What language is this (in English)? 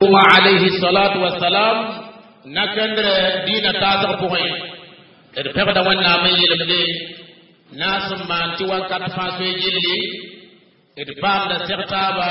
Mossi